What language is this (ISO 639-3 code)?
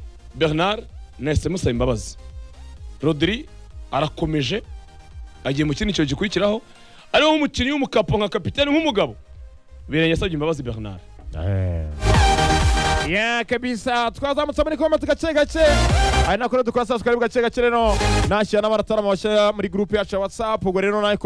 kin